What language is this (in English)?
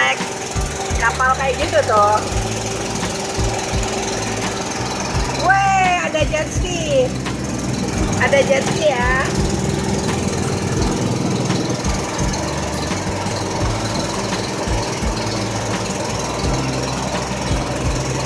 Indonesian